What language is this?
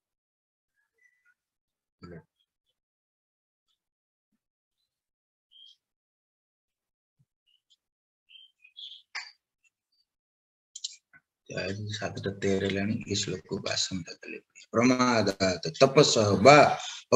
Odia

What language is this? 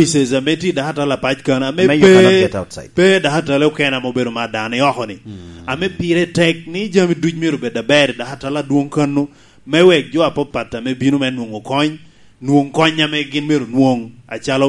Lango (Uganda)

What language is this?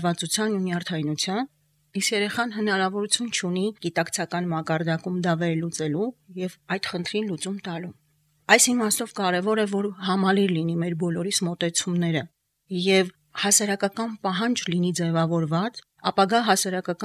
Armenian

